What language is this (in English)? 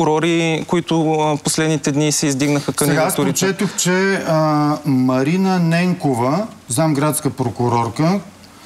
Bulgarian